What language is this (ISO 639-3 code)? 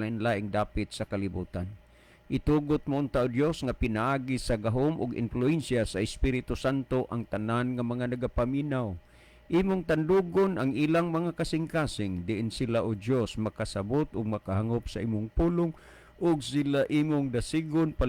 ceb